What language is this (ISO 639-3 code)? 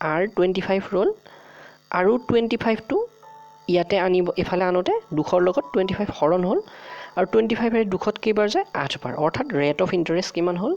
asm